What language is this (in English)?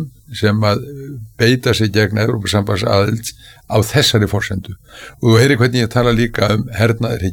Icelandic